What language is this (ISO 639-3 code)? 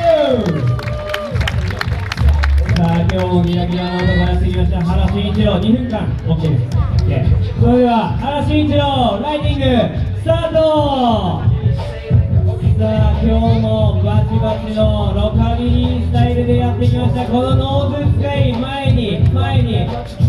jpn